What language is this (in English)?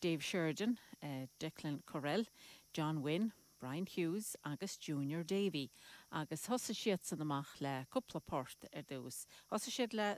Irish